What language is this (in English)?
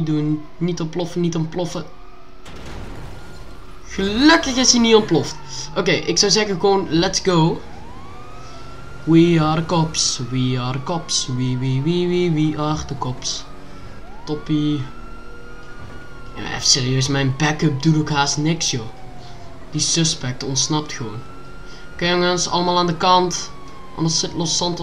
Dutch